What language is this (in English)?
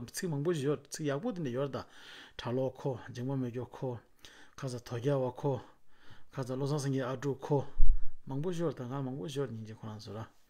Tibetan